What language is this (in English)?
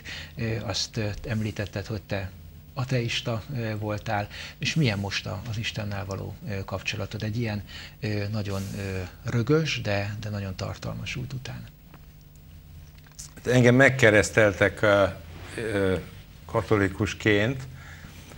Hungarian